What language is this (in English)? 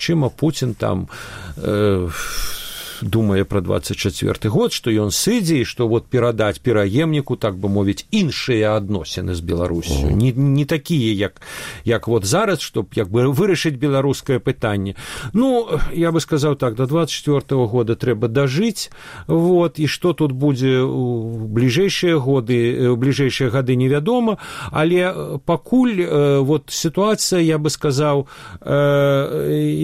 Belarusian